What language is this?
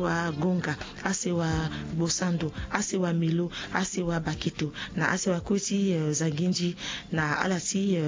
Sango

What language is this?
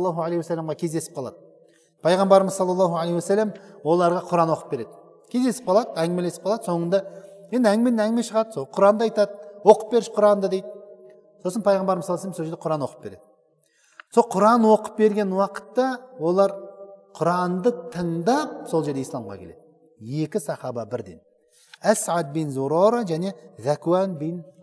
Kazakh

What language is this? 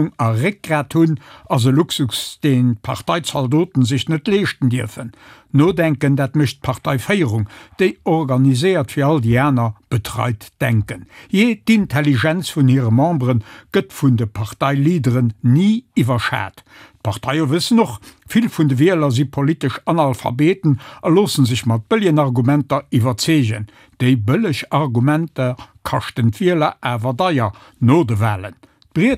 Luxembourgish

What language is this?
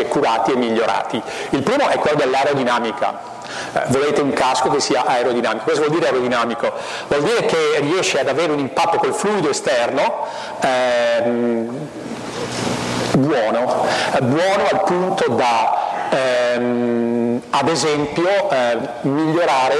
Italian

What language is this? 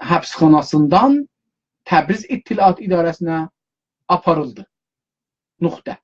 South Azerbaijani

